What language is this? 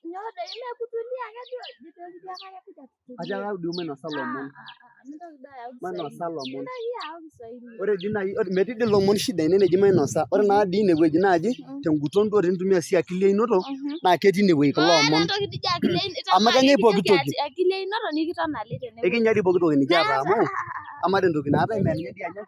Masai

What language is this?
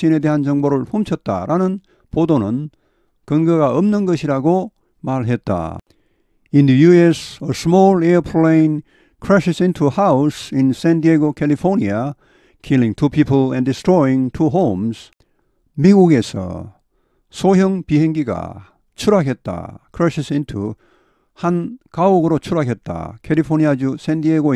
Korean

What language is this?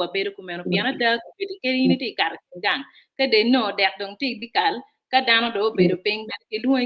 Acoli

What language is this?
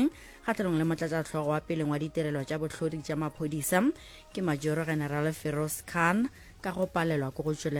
Northern Sotho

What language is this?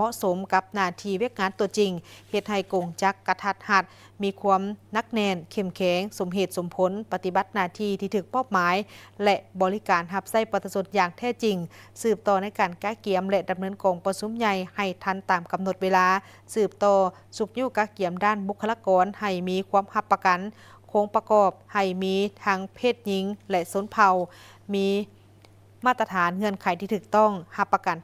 Lao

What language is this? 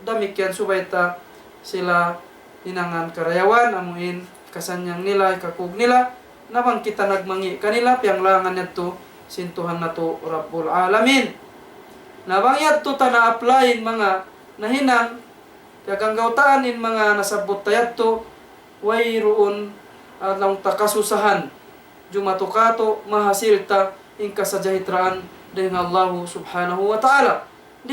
Tausug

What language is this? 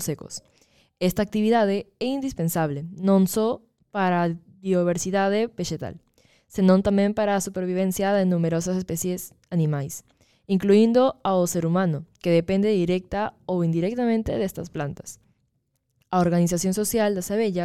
Galician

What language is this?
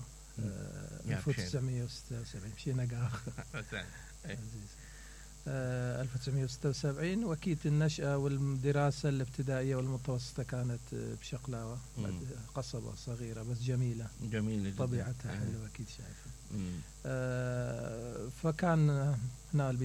Mesopotamian Arabic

